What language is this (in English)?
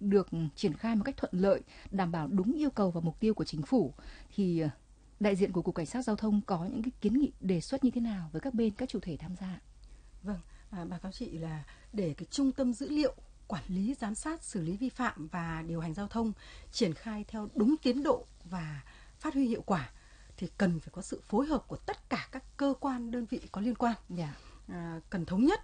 Vietnamese